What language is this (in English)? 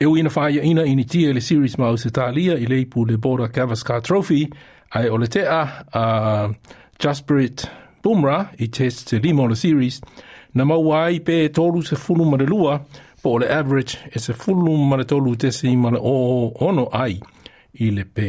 Samoan